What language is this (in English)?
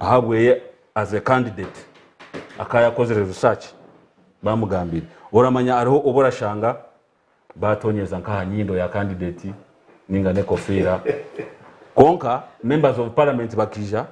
Nyankole